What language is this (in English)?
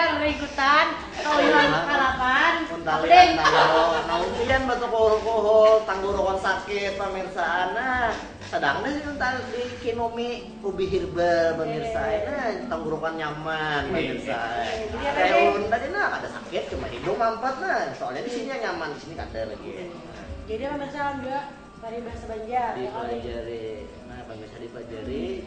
Banjar